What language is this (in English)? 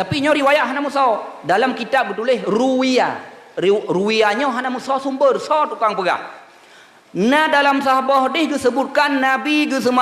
Achinese